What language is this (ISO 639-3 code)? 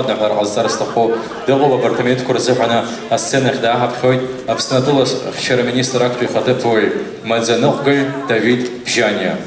abk